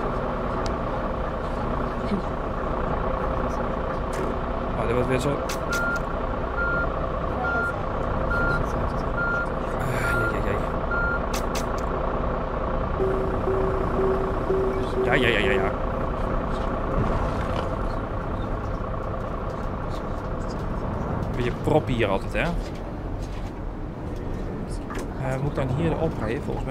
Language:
Dutch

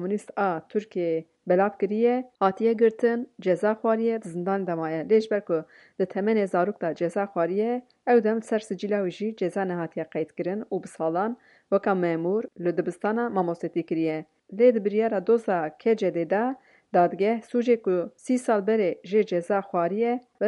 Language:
Kurdish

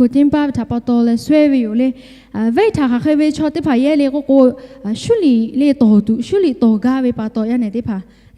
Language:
Lahu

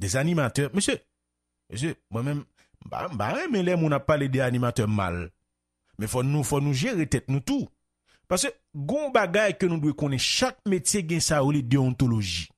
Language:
Haitian Creole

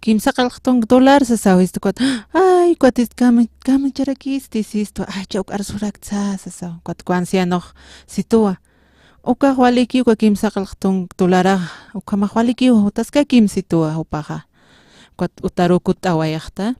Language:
Aymara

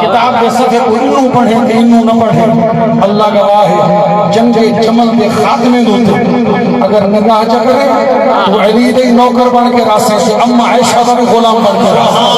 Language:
Saraiki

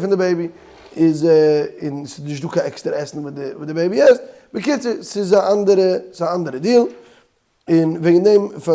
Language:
Yiddish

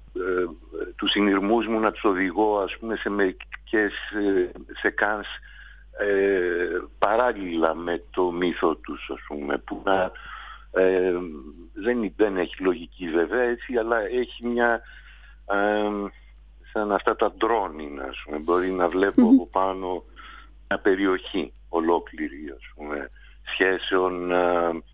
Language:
Greek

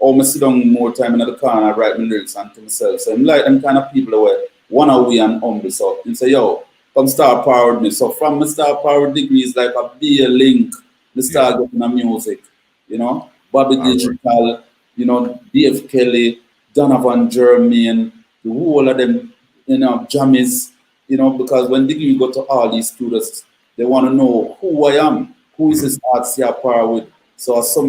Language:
Jamaican Creole English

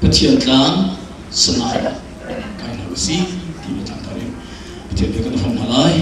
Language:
Hakha Chin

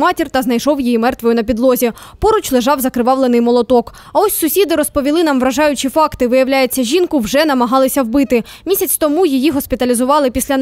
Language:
Ukrainian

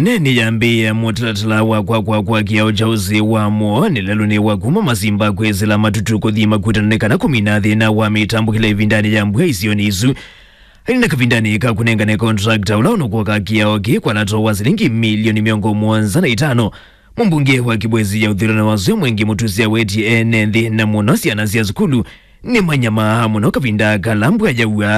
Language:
Kamba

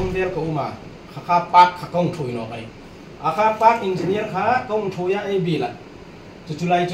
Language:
Hmar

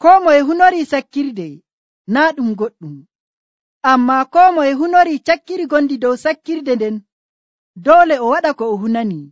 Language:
Nigerian Fulfulde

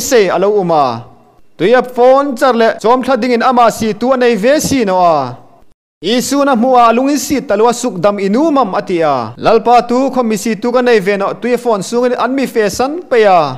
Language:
Hmar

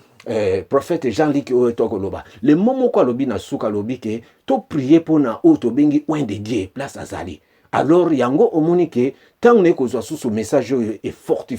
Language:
Lingala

